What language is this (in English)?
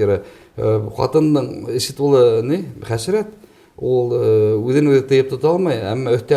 Bashkir